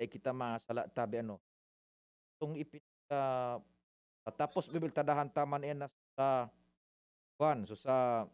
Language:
Bikol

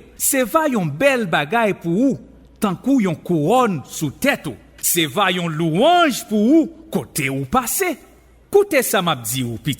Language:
Haitian Creole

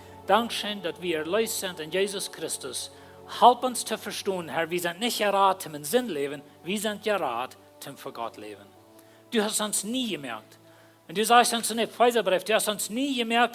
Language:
Plautdietsch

